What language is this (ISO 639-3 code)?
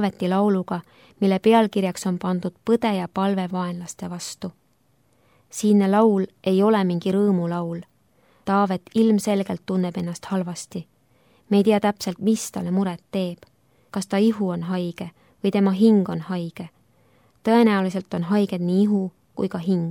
est